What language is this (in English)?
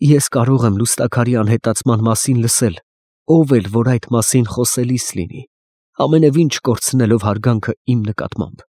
Armenian